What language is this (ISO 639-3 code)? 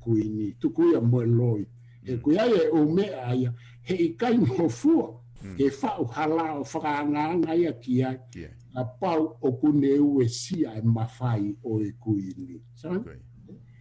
ton